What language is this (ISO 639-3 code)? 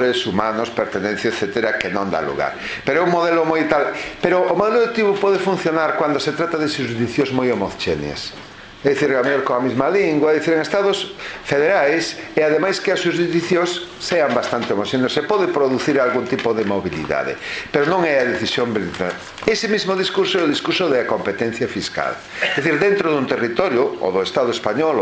glg